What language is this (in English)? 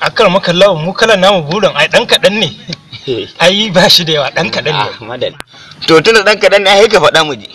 Hausa